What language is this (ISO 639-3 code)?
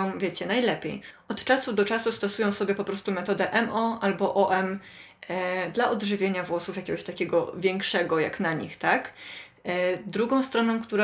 pol